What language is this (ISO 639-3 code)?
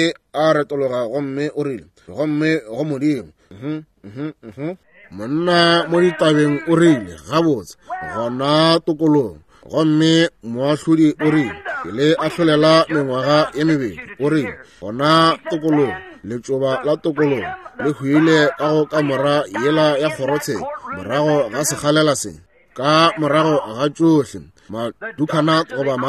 nso